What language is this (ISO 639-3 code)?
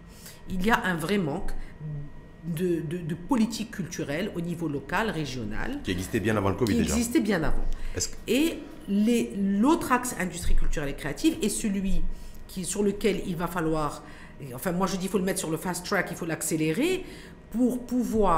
fra